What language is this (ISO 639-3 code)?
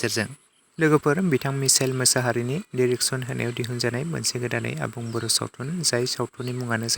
brx